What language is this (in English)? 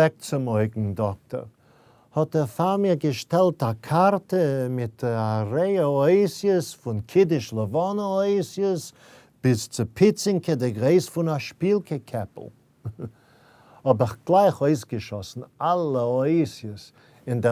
Yiddish